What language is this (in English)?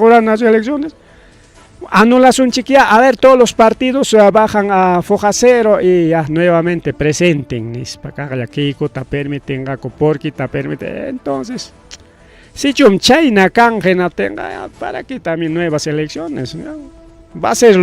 Ayacucho Quechua